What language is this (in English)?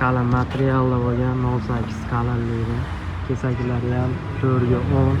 Uzbek